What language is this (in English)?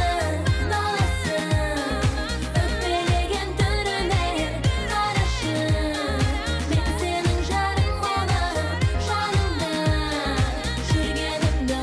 Kazakh